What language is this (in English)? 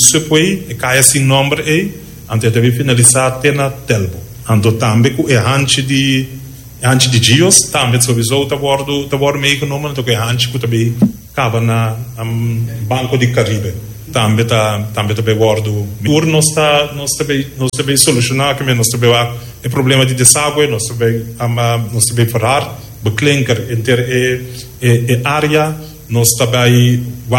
Papiamento